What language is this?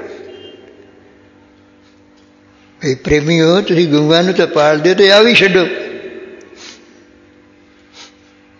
Punjabi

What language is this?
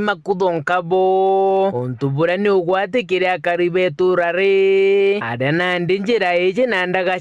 Meru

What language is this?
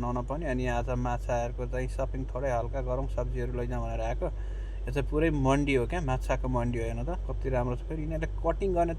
Nepali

